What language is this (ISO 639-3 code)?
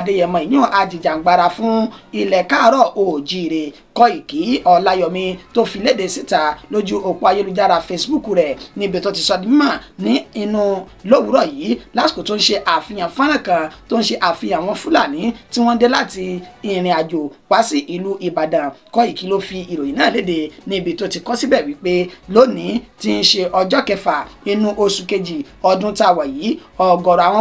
yor